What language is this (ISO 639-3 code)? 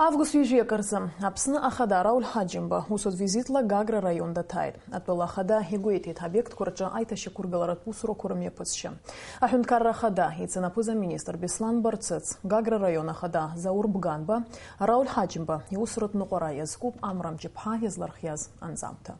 abk